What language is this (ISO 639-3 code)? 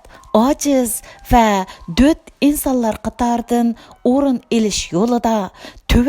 uig